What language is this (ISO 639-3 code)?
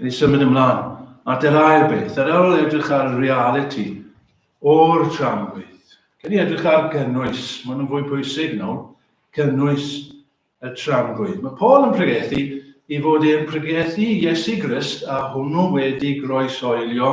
cym